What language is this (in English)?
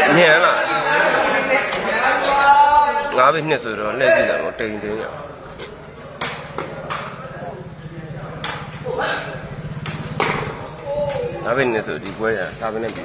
Burmese